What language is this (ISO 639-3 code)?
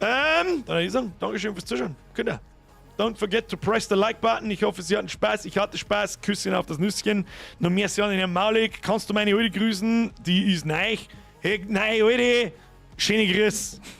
bar